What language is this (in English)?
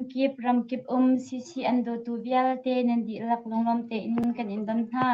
Hakha Chin